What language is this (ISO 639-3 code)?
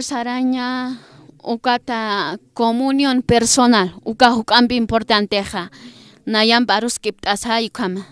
aym